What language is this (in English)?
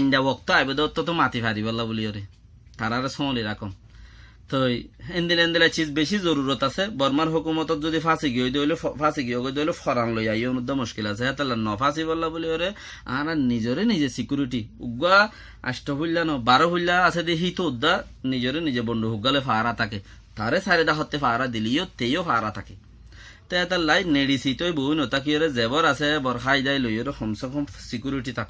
Rohingya